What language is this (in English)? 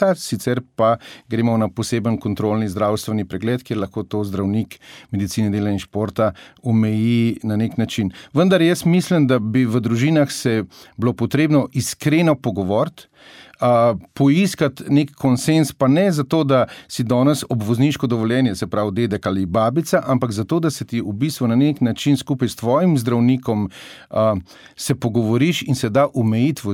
Slovenian